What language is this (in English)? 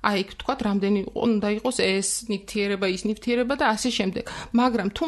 Georgian